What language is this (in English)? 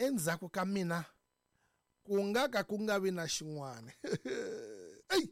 Tsonga